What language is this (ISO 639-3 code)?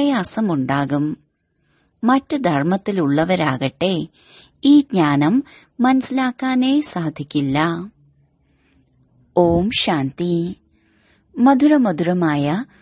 mal